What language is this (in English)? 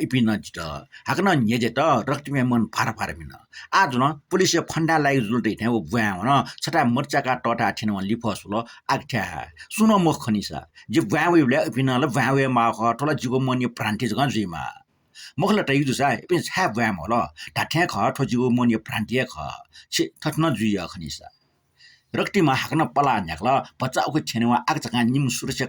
Newari